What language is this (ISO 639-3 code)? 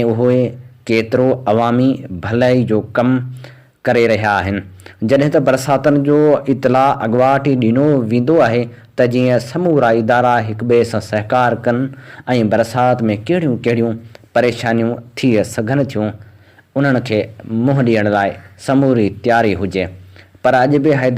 snd